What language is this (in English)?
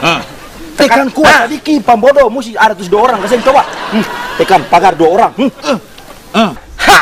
Ambonese Malay